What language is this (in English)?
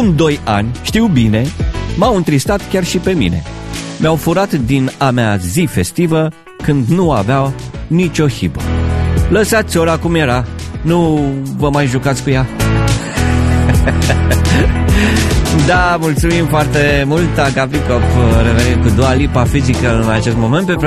Romanian